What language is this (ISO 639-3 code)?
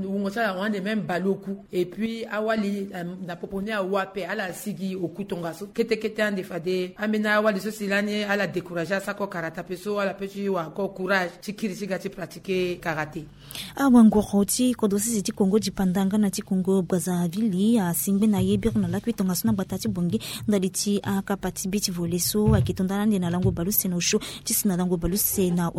sag